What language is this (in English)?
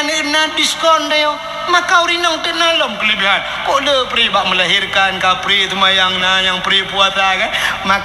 Achinese